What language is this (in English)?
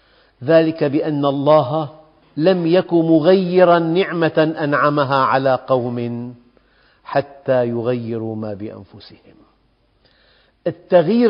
Arabic